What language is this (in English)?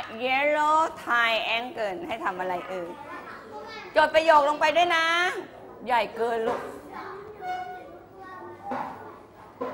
Thai